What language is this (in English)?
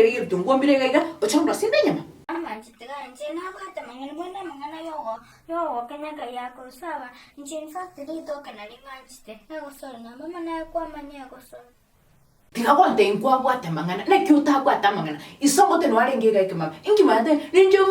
Gusii